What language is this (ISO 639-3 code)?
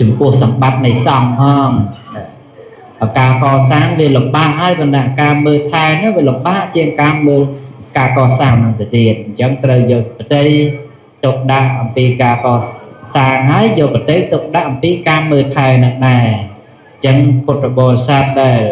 khm